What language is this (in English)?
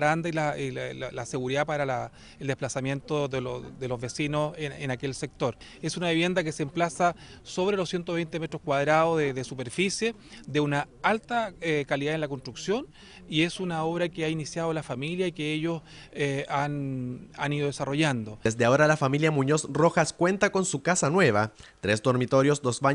Spanish